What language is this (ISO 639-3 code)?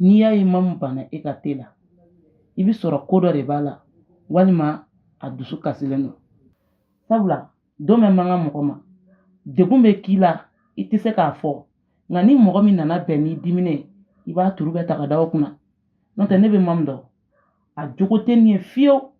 bam